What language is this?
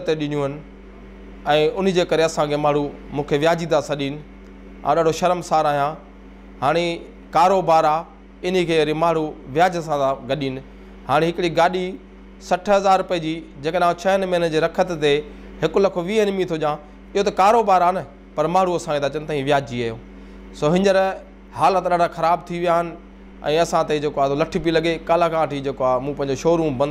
Sindhi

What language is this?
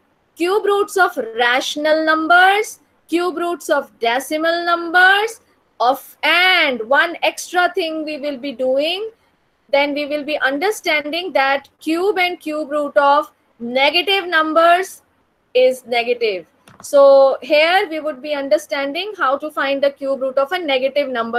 English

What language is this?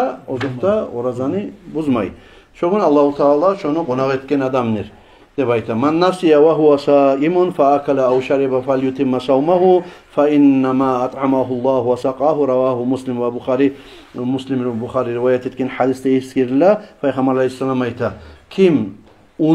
Kumyk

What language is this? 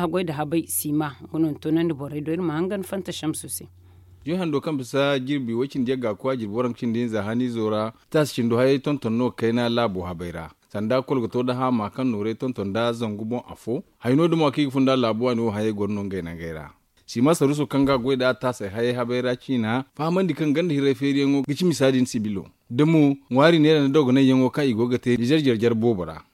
Zarma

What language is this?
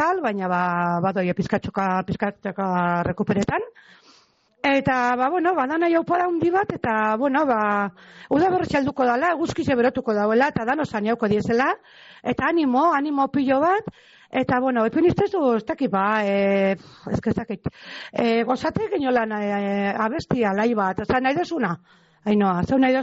Basque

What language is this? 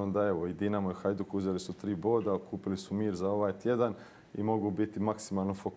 Croatian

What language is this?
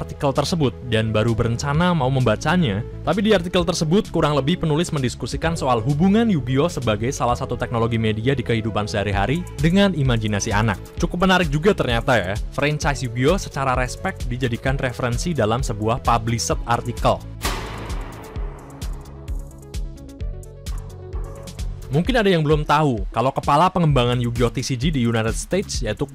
Indonesian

